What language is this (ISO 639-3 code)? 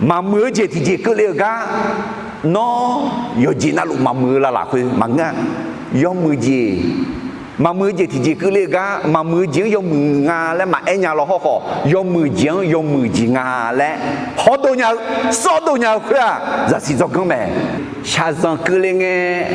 ahk